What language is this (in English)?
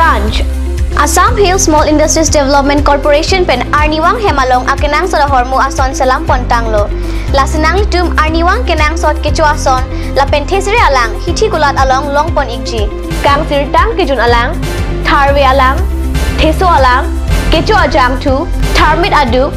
Karbi